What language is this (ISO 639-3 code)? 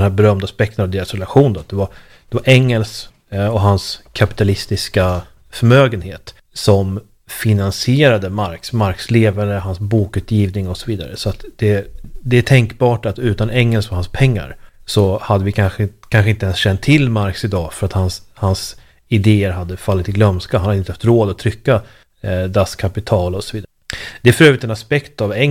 swe